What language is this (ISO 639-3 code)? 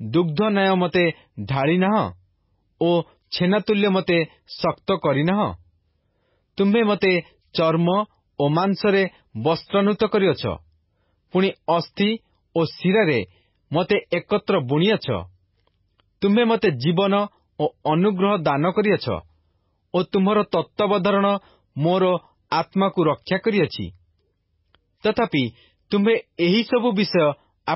ori